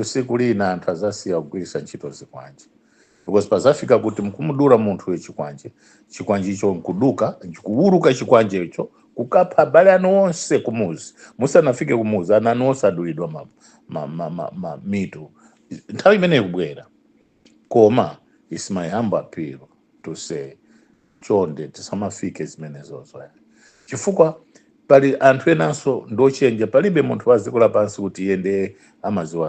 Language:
Nyanja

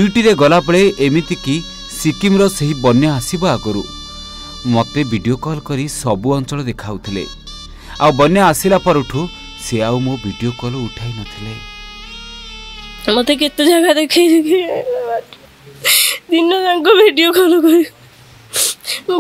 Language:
Odia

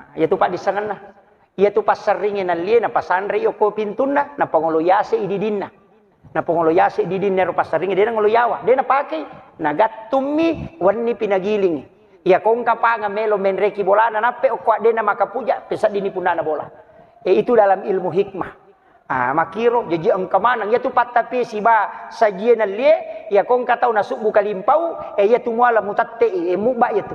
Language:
Buginese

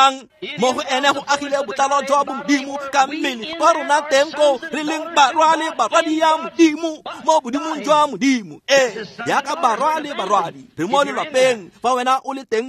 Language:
Tswana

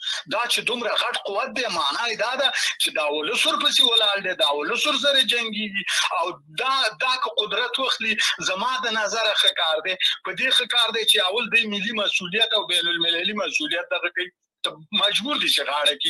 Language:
Pashto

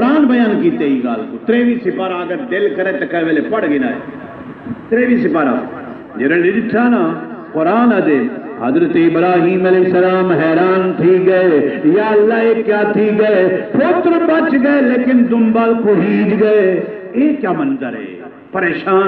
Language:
Saraiki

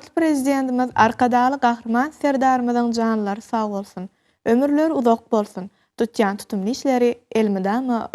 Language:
Turkmen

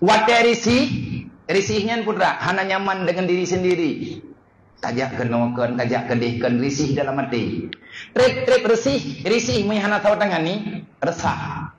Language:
Achinese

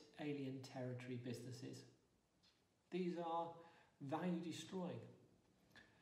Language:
English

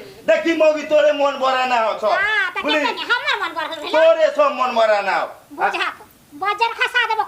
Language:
Maithili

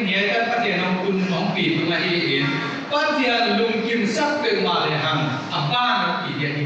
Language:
Paite Chin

